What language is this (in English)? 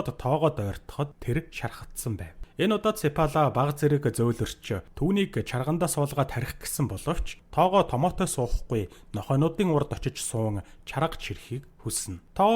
Mongolian